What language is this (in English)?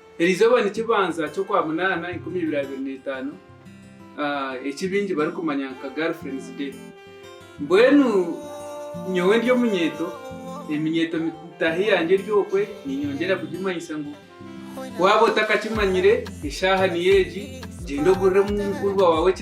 Nyankole